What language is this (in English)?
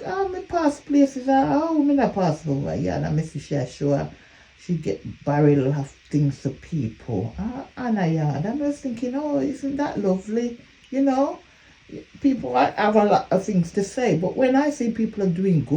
Jamaican Creole English